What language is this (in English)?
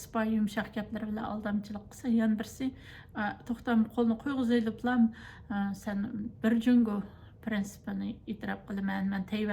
Uyghur